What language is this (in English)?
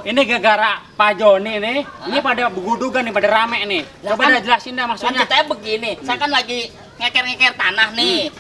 Betawi